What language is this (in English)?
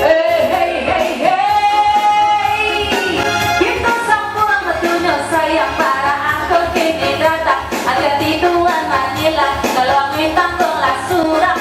Minangkabau